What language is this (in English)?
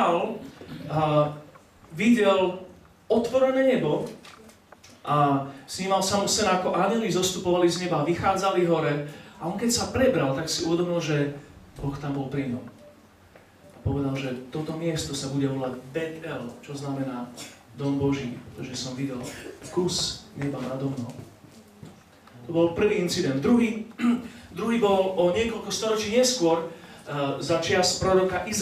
Slovak